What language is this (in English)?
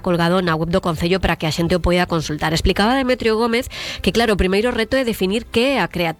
Galician